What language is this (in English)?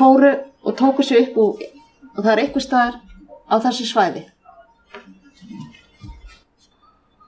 Icelandic